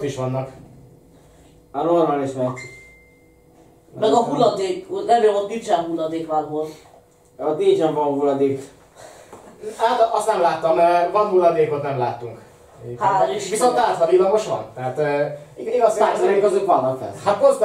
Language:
Hungarian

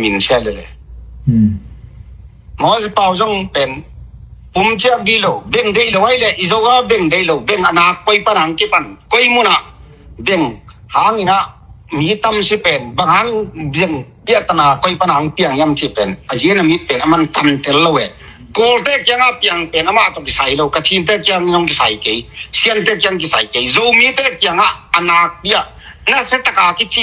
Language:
Tedim Chin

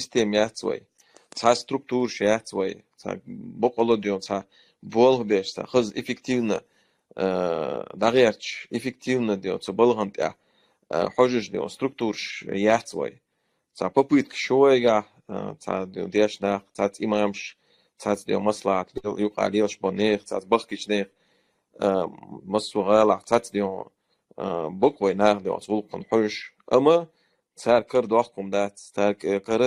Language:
Chechen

